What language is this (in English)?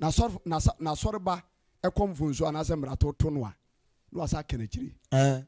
Akan